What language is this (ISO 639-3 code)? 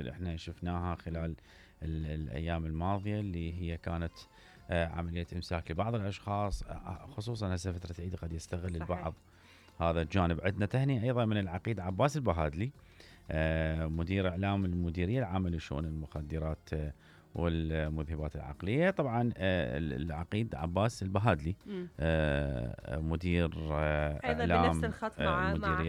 acm